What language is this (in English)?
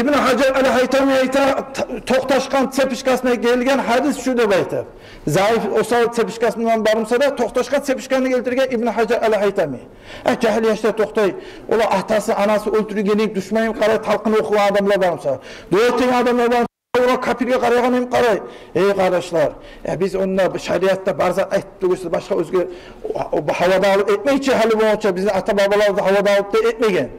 Kumyk